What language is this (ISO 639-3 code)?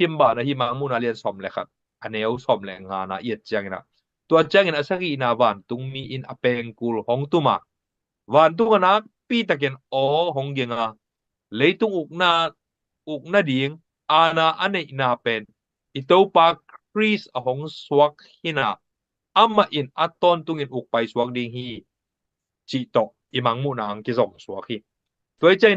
ctd